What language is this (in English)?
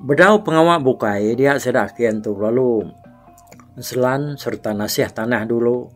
Iban